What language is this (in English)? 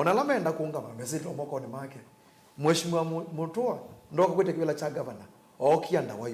Kamba